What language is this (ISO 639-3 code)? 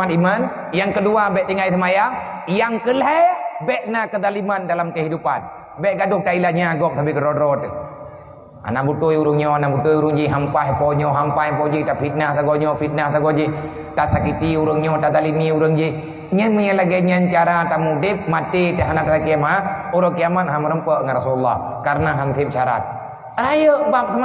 ace